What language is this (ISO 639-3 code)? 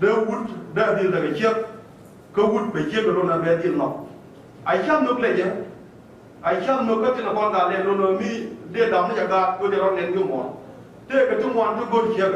nus